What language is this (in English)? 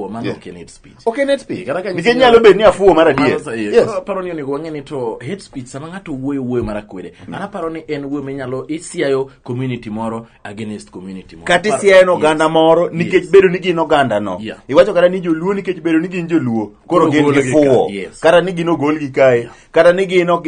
Luo (Kenya and Tanzania)